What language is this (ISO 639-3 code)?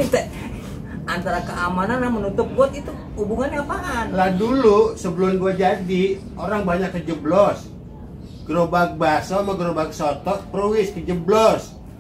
bew